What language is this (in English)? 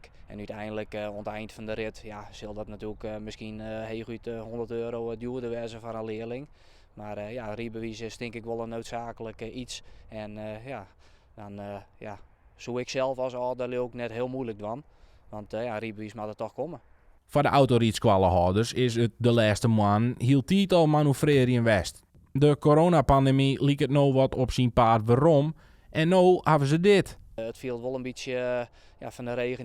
Western Frisian